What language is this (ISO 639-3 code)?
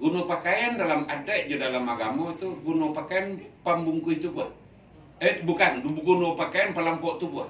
min